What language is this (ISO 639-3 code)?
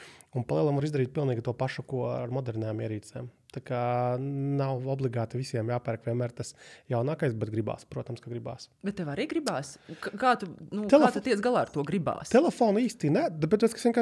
lav